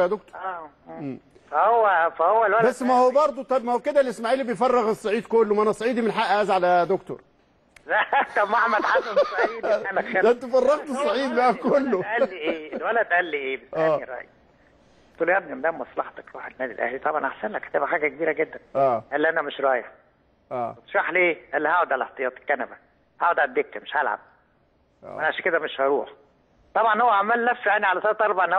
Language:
Egyptian Arabic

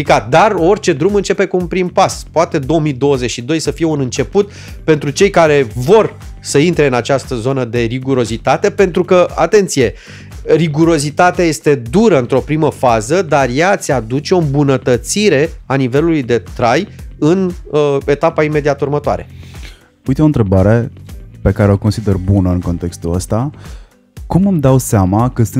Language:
Romanian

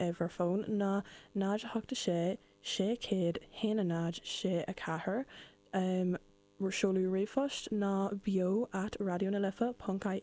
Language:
Irish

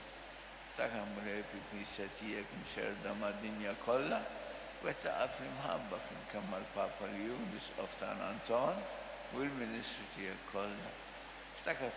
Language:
Maltese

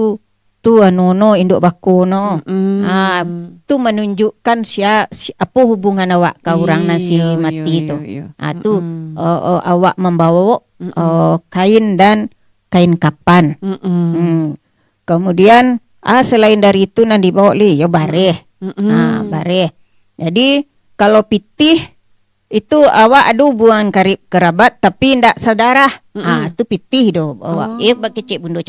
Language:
Minangkabau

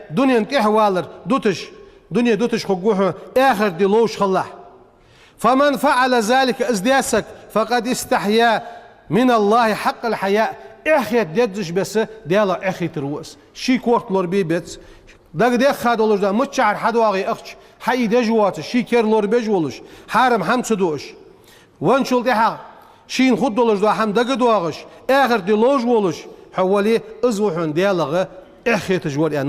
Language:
Ingush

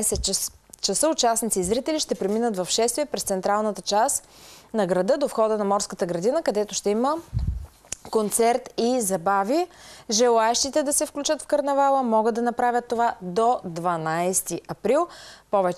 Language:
Bulgarian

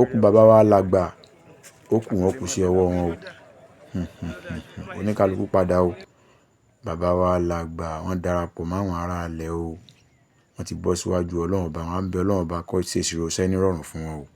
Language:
Yoruba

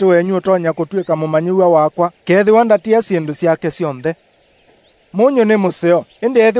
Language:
Kamba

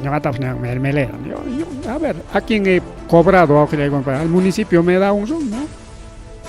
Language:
Ayacucho Quechua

